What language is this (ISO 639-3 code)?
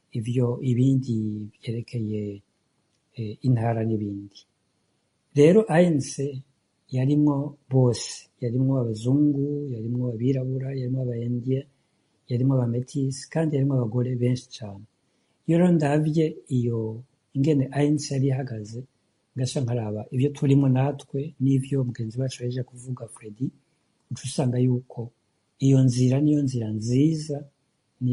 run